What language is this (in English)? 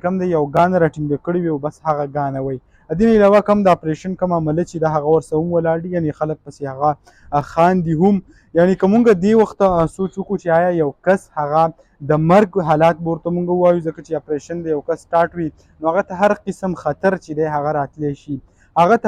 Pashto